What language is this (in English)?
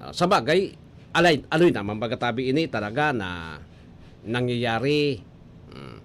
Bikol